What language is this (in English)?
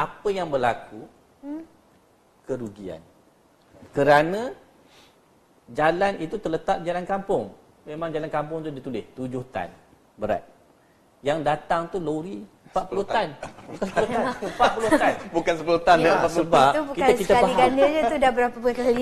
Malay